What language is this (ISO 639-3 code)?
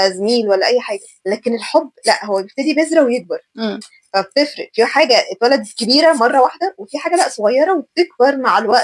arz